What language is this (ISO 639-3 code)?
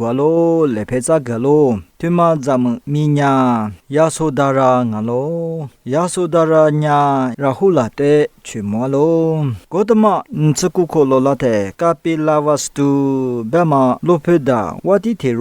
lis